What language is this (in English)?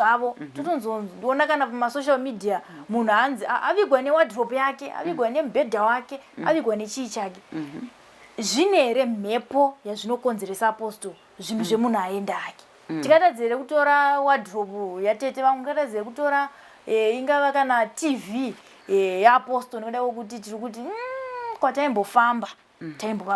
Shona